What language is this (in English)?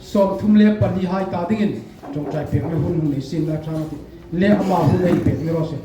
Hmar